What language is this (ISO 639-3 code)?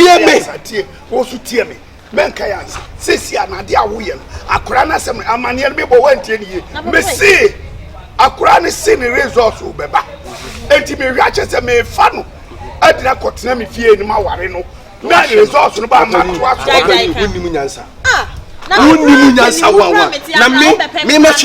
aka